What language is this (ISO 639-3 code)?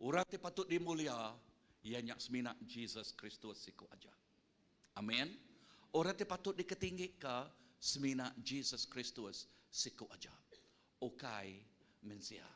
iba